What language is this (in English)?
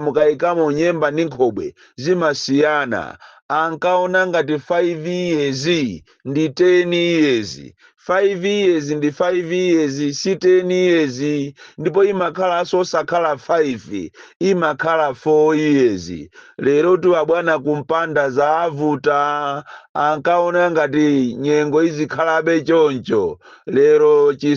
Nyanja